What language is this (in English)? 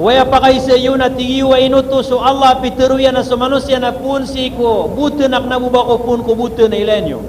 Maranao